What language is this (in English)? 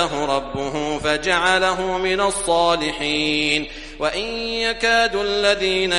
Arabic